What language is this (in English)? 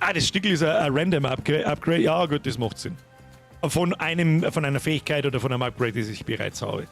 Bavarian